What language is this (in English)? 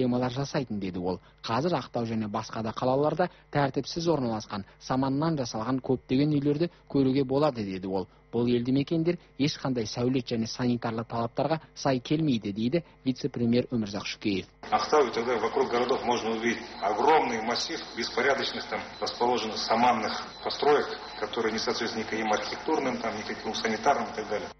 Kazakh